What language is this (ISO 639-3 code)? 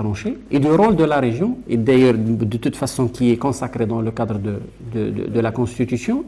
fra